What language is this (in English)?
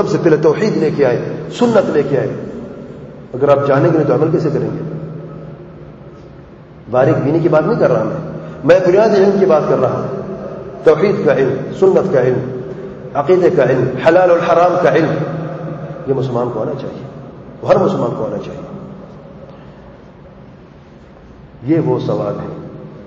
Urdu